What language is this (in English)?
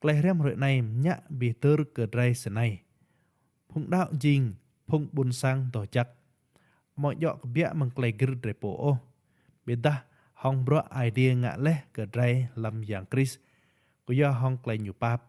Rade